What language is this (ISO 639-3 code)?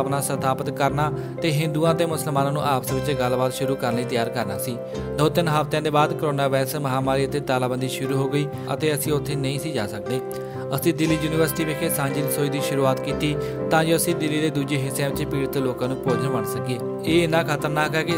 pan